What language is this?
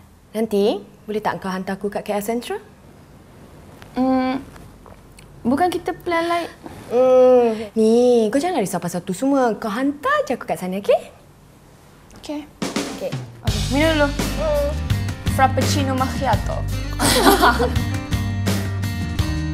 Malay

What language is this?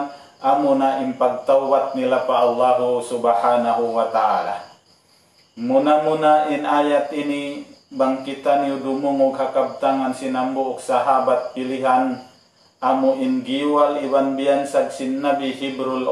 Tausug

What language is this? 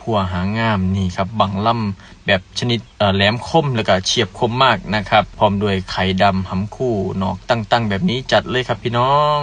Northeastern Thai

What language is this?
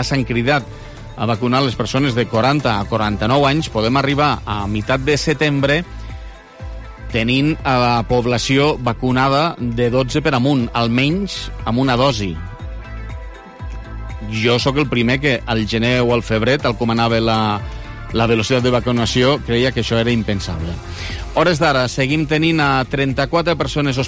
Catalan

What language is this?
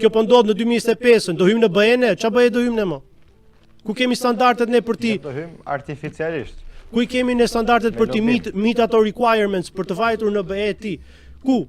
Albanian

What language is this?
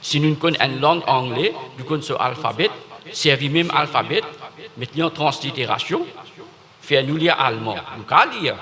Morisyen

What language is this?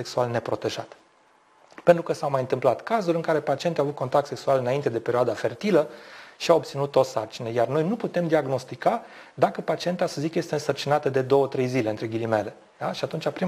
Romanian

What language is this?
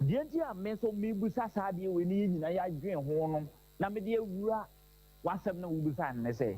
Akan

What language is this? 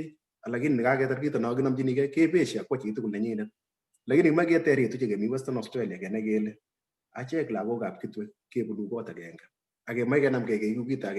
Kalenjin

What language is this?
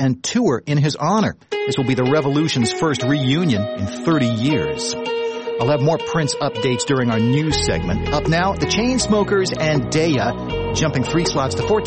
English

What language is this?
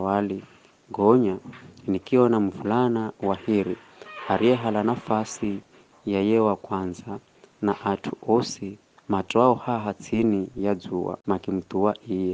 Giryama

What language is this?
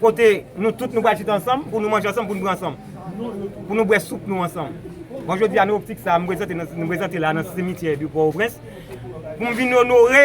Haitian Creole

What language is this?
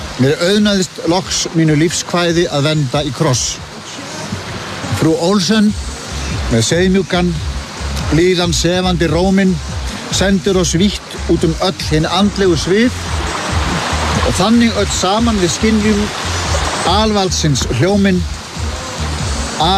Icelandic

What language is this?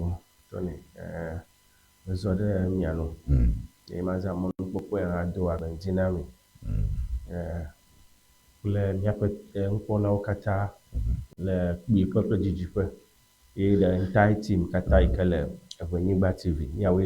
Ewe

